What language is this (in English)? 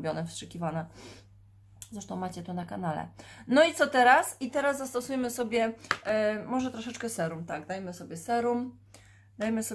Polish